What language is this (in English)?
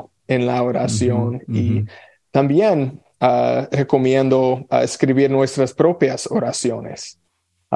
Spanish